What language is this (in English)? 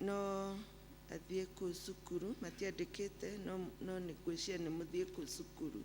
Kikuyu